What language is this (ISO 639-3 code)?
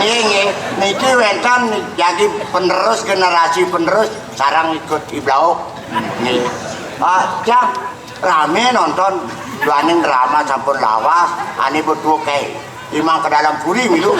ban